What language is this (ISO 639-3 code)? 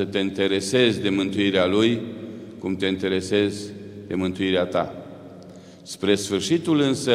ron